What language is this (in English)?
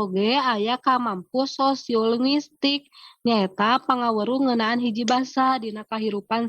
Sundanese